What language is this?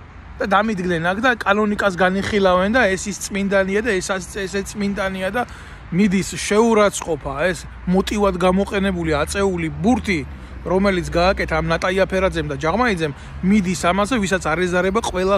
Georgian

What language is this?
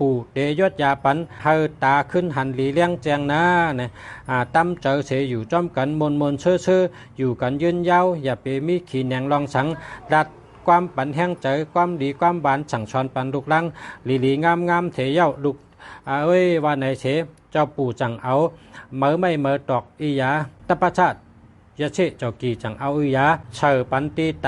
Shan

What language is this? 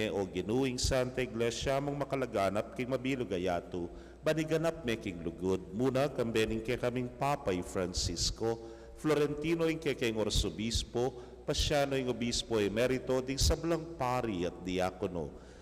Pampanga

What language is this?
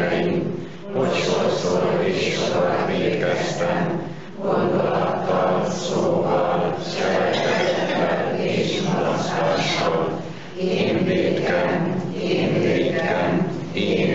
Hungarian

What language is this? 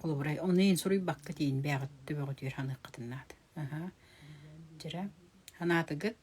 Yakut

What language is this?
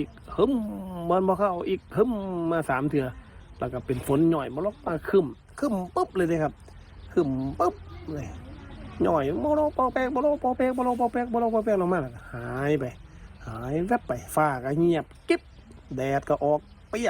Northeastern Thai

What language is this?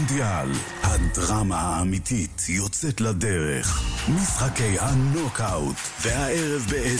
Hebrew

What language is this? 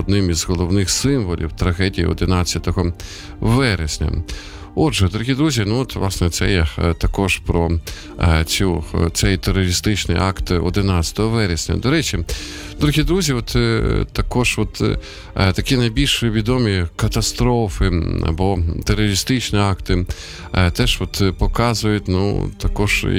Ukrainian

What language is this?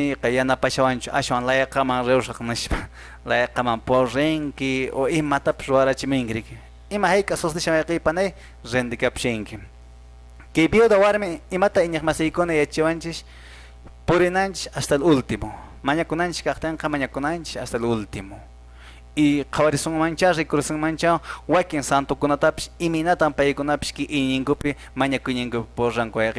Quechua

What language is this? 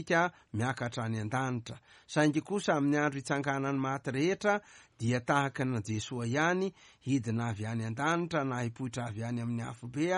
Malagasy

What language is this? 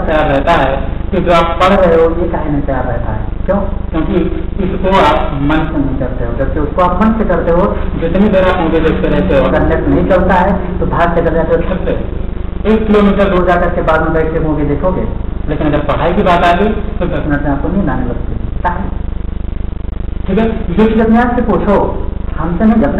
Hindi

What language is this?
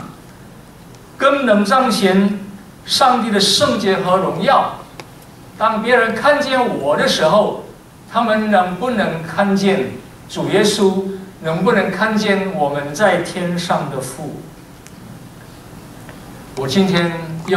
Chinese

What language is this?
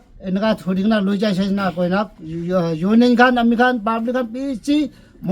Naga Pidgin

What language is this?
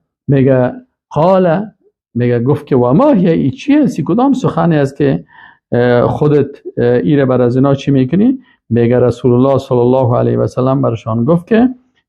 Persian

